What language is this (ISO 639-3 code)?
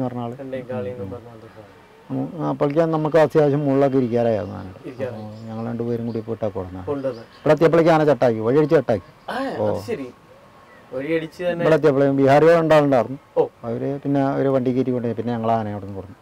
mal